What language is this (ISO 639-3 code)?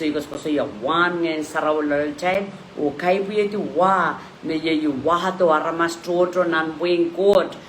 pon